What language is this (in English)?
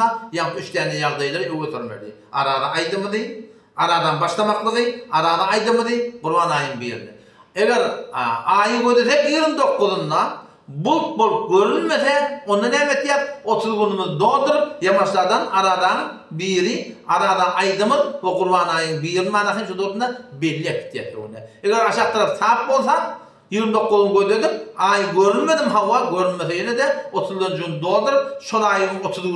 Turkmen